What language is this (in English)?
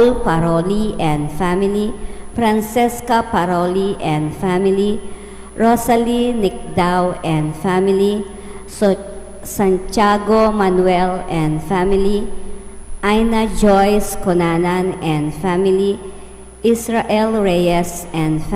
Pampanga